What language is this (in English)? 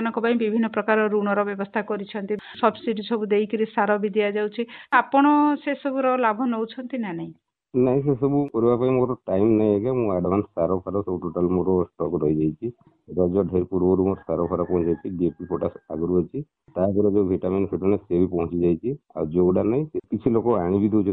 Odia